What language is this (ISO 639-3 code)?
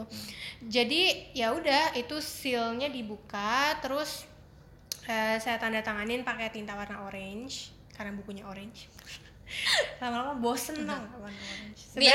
ind